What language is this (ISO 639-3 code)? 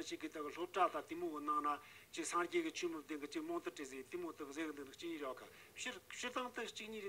bod